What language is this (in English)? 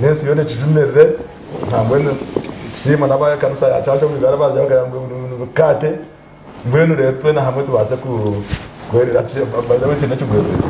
Nyankole